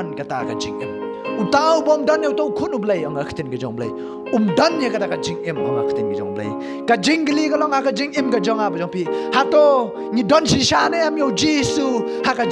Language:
Khasi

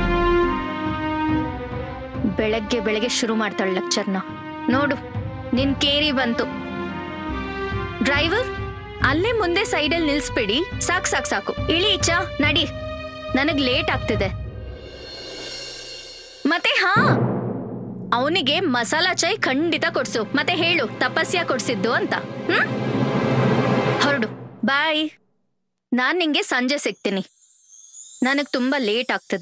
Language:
Kannada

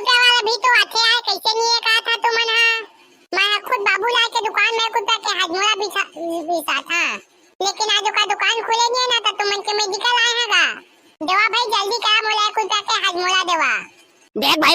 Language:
Chhattisgarhi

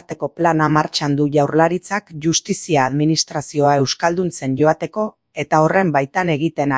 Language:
Basque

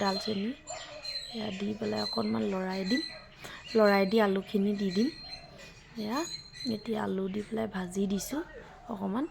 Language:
Assamese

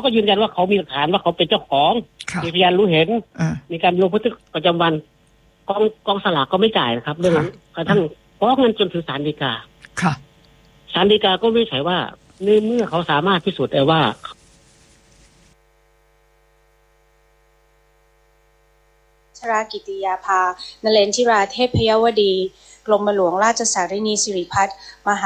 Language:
Thai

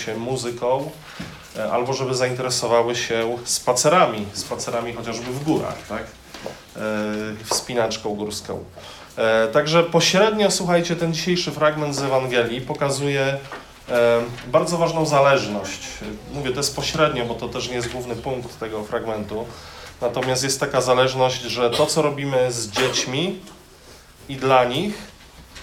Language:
Polish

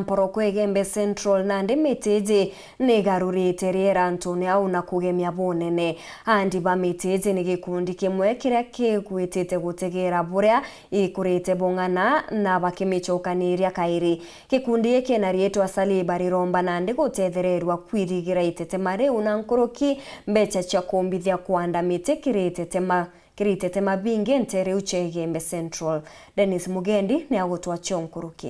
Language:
Meru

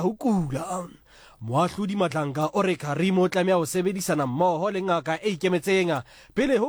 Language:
Southern Sotho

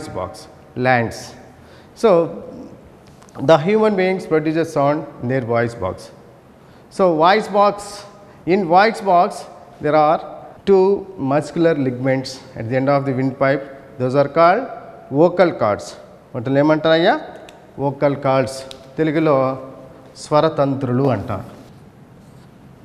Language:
Telugu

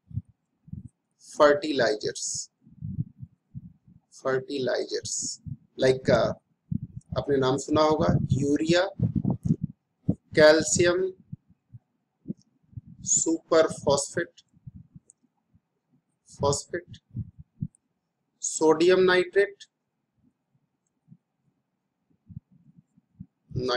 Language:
Hindi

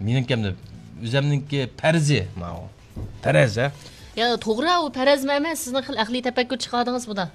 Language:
Uyghur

